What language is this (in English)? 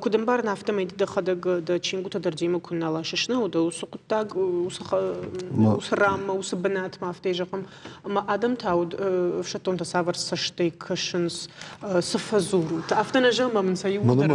Ossetic